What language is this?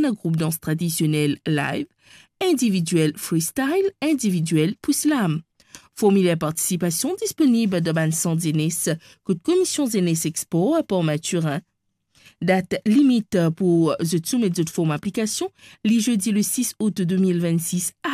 Morisyen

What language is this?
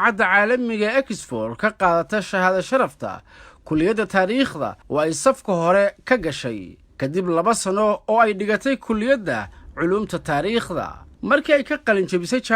Somali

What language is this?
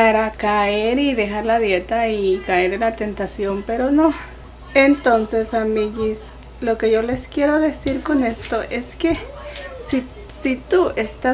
Spanish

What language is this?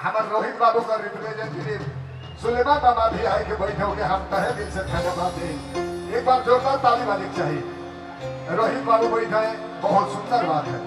Sadri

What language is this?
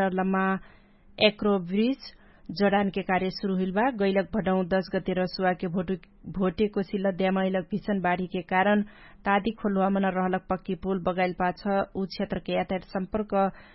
Dangaura Tharu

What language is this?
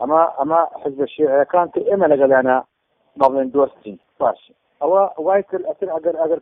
Central Kurdish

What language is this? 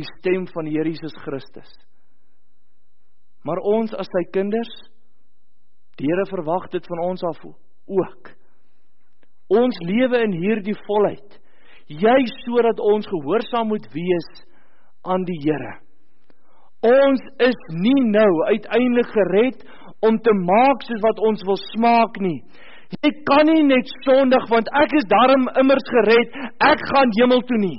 Afrikaans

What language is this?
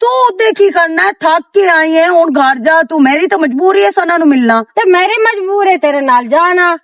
Western Panjabi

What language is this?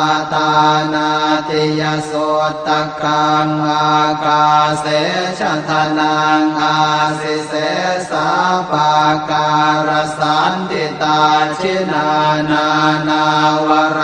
Pali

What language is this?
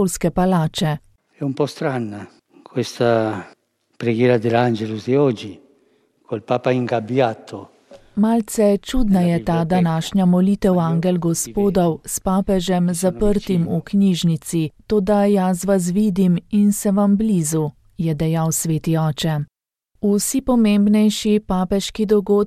Slovenian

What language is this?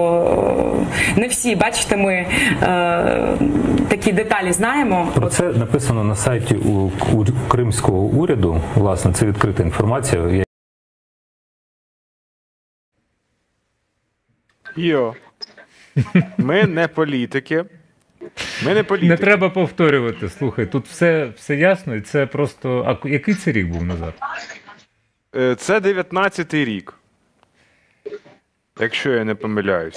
Ukrainian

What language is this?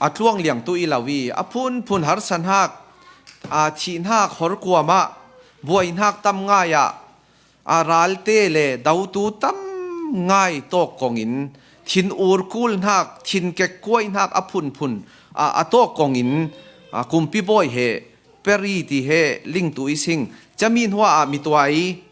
Falam Chin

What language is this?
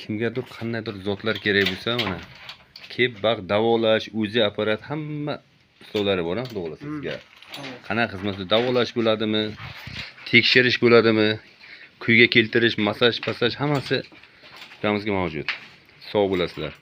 Uzbek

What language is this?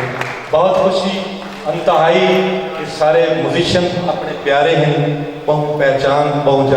Saraiki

